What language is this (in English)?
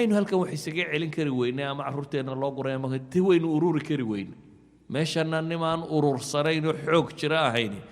Somali